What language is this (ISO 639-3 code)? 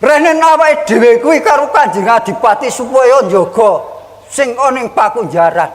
jav